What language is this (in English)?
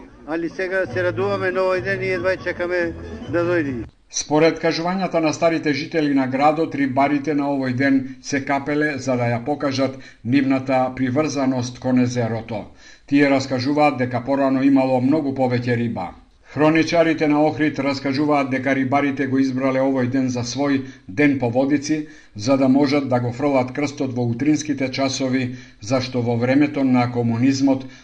Macedonian